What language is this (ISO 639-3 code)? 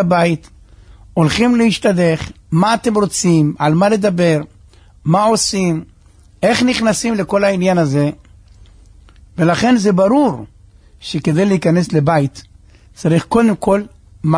heb